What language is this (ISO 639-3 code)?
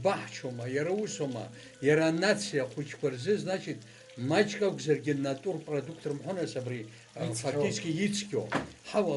abk